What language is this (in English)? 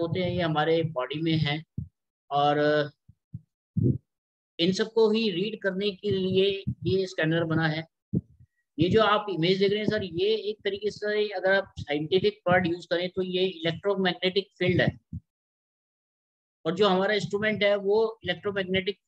Hindi